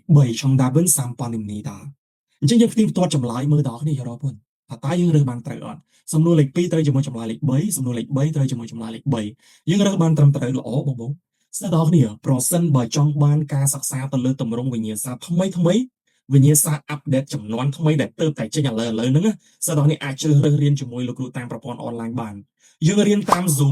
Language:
Khmer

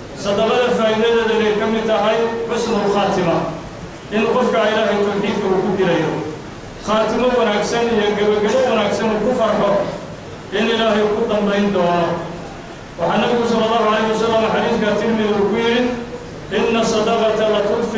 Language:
Somali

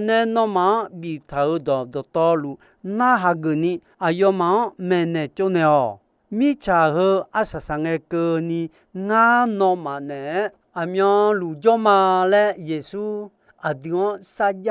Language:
Akha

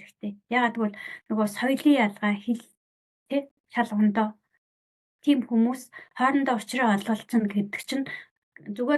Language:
Mongolian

